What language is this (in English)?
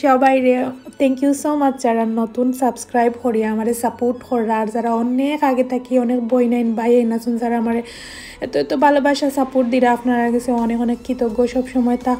Sylheti